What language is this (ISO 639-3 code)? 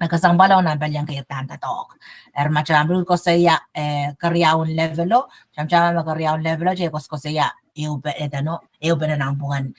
pon